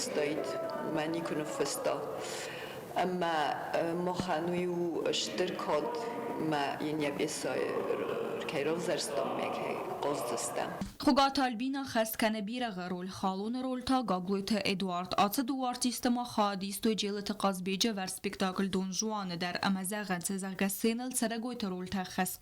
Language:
Ossetic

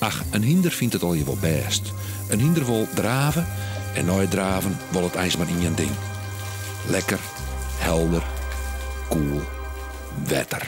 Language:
Western Frisian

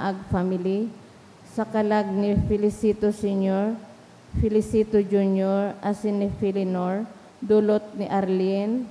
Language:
Bikol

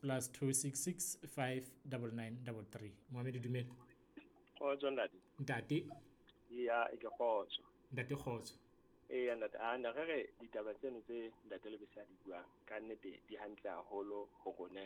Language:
Southern Sotho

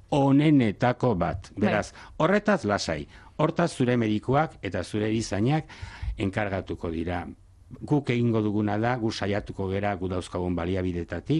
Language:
Basque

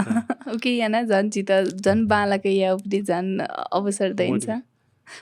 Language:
Newari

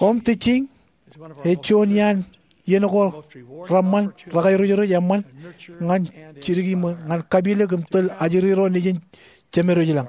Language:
Marshallese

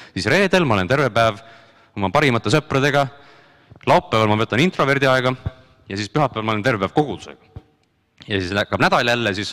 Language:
Estonian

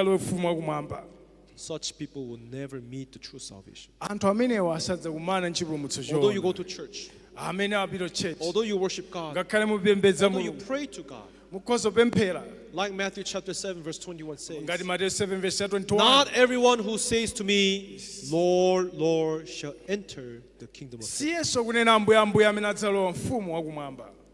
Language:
Nyanja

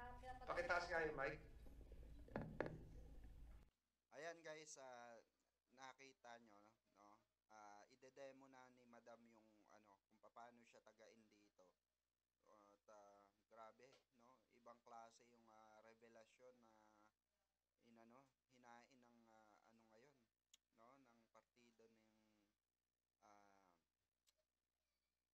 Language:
Filipino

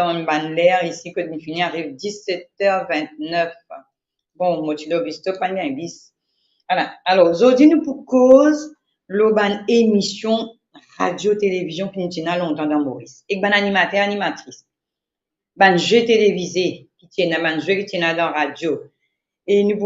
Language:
Morisyen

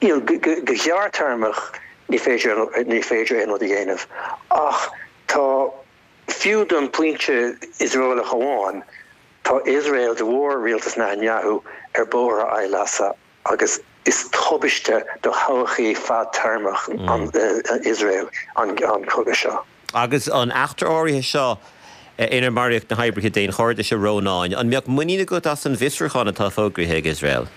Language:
Irish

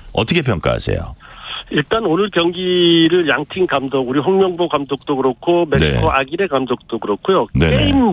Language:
Korean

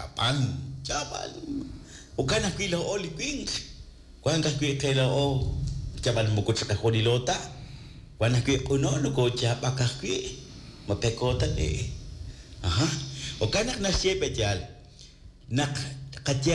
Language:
Kekchí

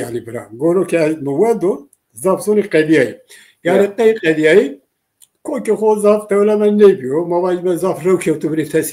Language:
Zaza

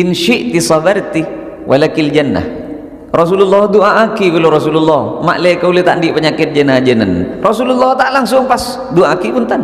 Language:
Madurese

